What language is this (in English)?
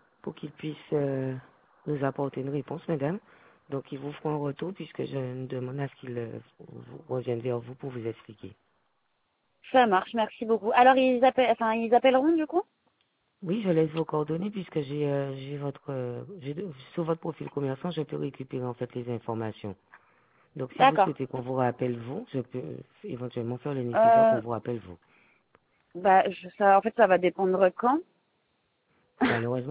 French